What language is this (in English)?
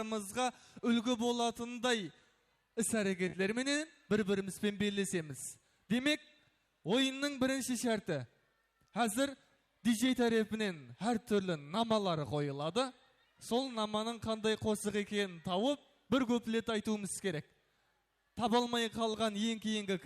Kara-Kalpak